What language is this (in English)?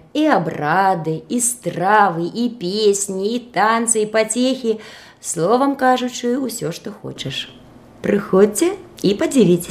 Belarusian